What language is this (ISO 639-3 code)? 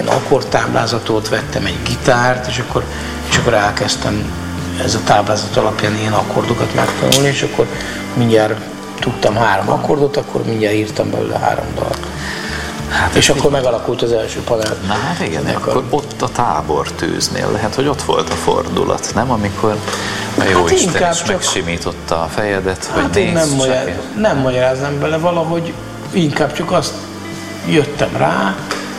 hun